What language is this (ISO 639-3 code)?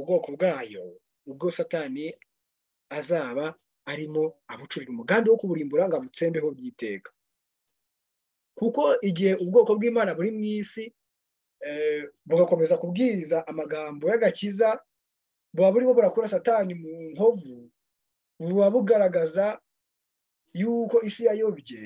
kin